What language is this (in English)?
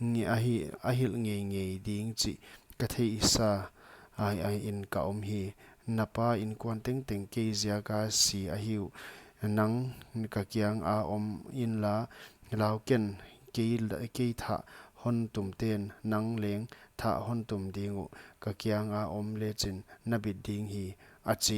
Paite Chin